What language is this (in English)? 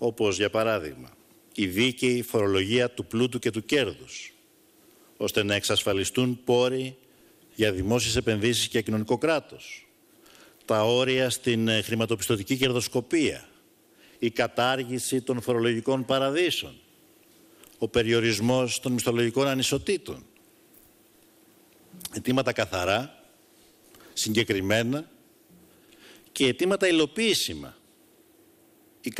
Greek